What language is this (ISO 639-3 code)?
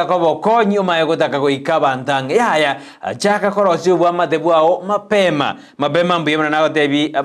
guz